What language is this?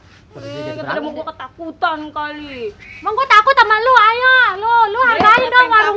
Betawi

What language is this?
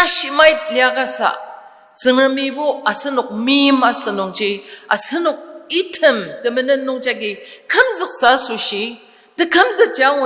Ao Naga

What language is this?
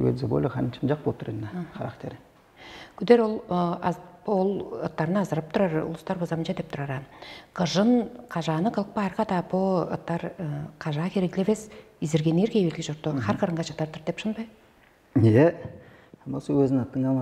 Tuvinian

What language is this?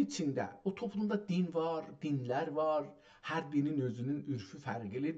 South Azerbaijani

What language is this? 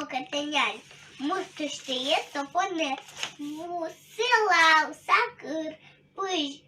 Udmurt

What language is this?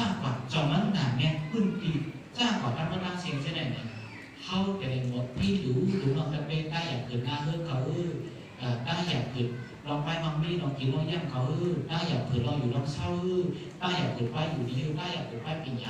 Shan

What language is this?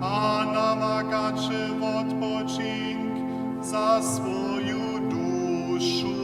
Upper Sorbian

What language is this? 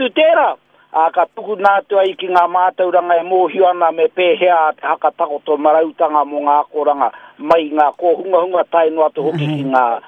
Māori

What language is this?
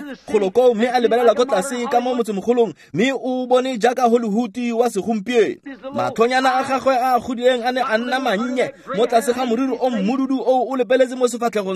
Tswana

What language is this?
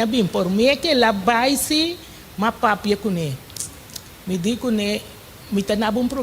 Papiamento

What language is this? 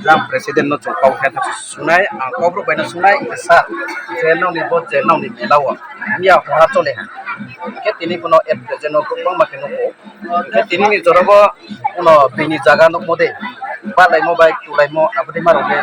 Riang (India)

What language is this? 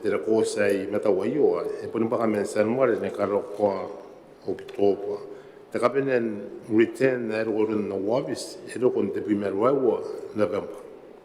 Gilbertese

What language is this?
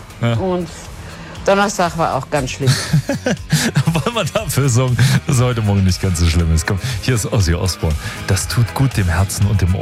German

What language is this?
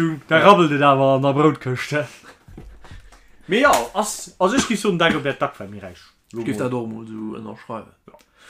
Luxembourgish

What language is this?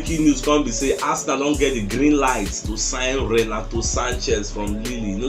Nigerian Pidgin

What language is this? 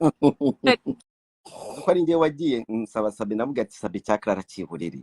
Kinyarwanda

